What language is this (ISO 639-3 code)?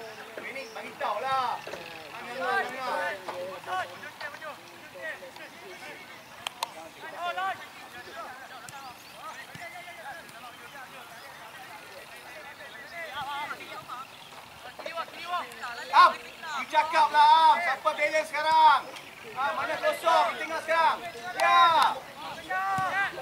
msa